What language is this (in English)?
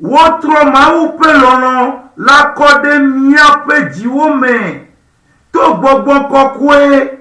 Ewe